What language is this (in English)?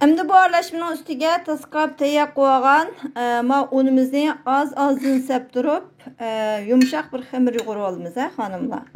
Uyghur